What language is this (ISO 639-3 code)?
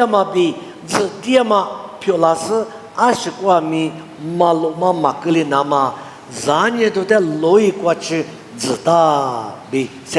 lis